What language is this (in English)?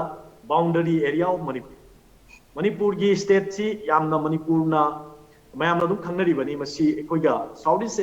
Manipuri